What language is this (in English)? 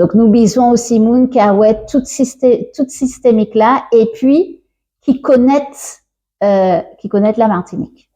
Guadeloupean Creole French